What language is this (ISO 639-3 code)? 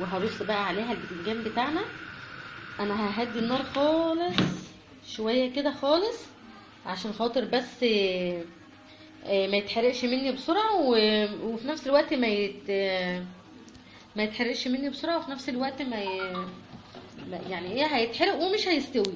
arz